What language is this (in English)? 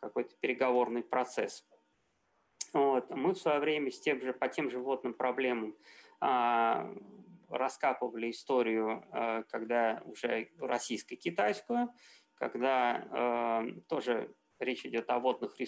Russian